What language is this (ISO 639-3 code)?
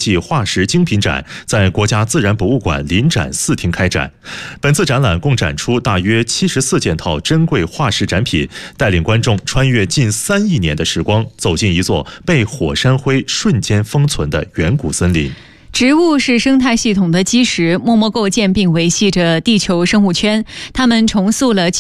zho